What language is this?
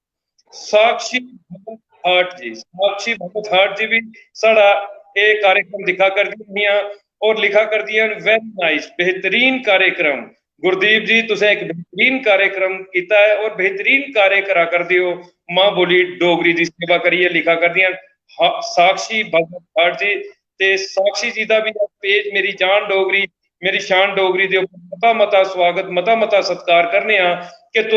Dogri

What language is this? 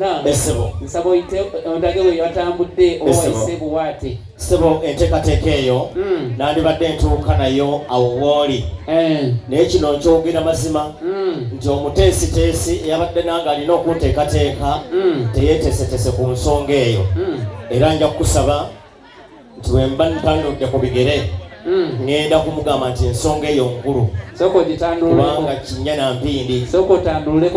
Ganda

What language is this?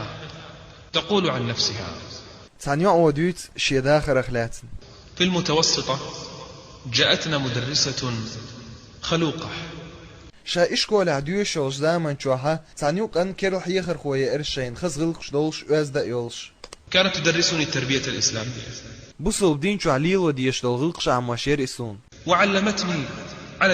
Chechen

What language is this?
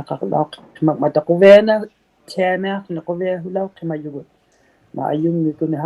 Inuktitut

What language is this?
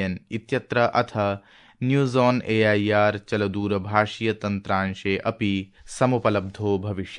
Sanskrit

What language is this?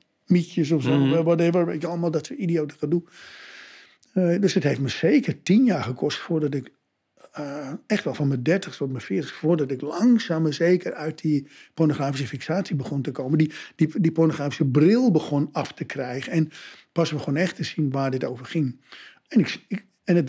Dutch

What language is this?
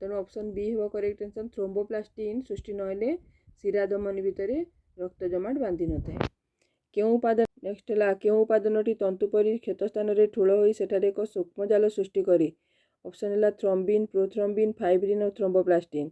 Odia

